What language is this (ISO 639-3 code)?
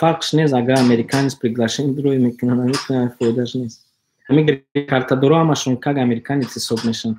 tgk